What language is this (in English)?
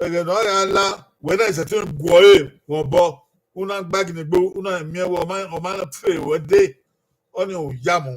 Bini